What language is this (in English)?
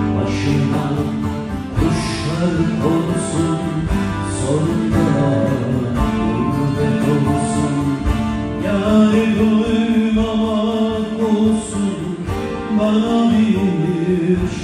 Turkish